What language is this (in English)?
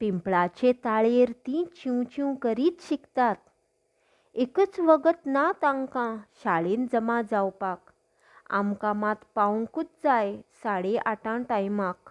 Konkani